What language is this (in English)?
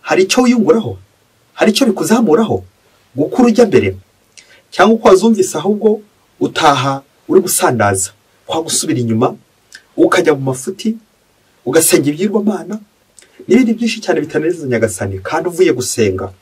Kinyarwanda